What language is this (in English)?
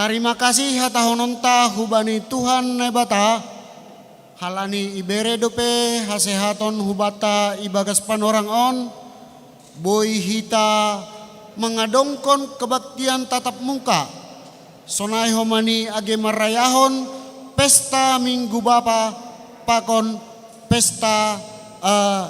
Batak Simalungun